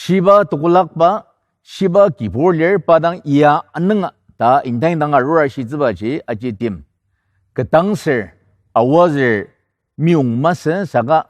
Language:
Ao Naga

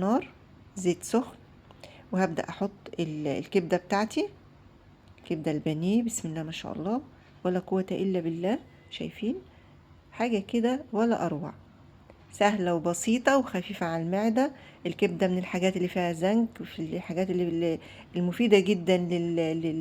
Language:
Egyptian Arabic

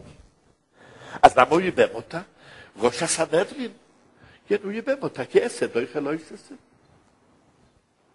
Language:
Hebrew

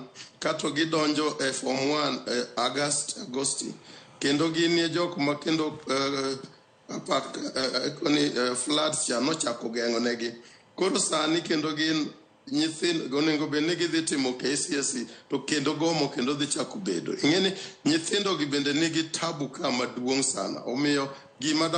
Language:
Luo (Kenya and Tanzania)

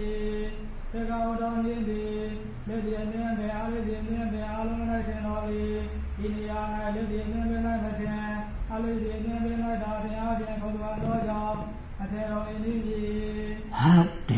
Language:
Burmese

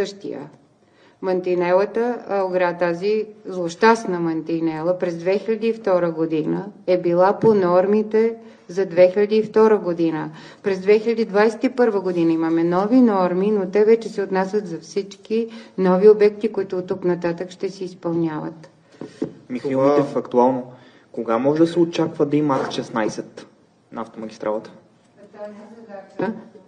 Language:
Bulgarian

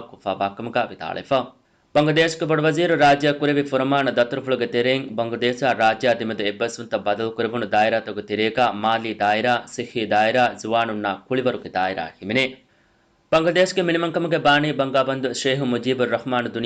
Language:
Divehi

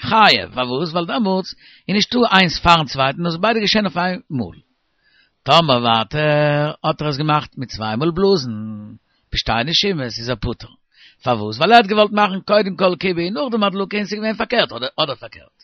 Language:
Yiddish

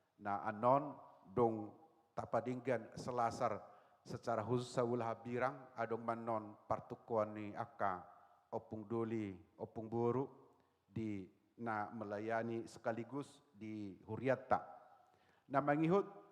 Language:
Batak Toba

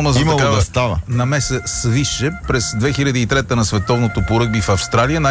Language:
Bulgarian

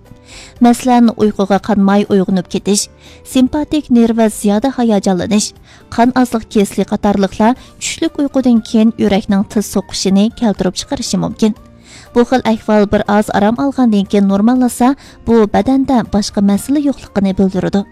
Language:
Uyghur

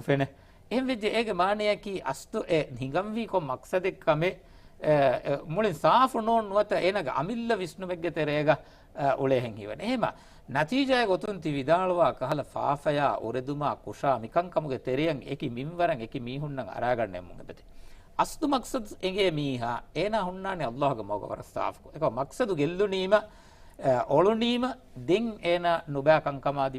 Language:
Divehi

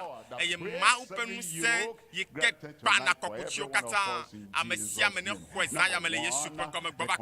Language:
Ewe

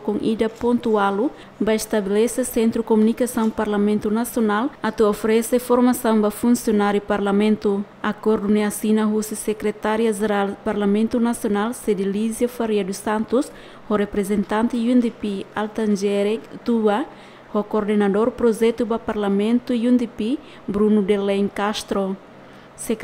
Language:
Tetum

